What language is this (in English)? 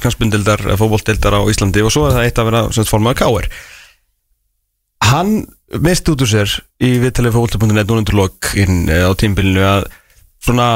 Icelandic